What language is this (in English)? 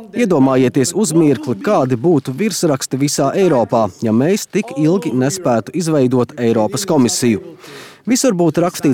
Latvian